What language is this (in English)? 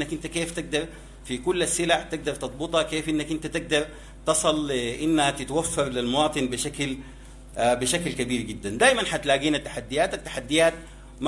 Sudanese Arabic